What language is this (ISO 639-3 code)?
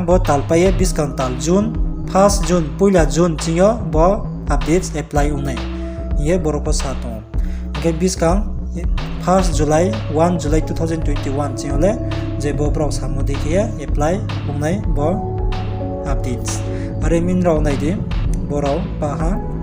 ria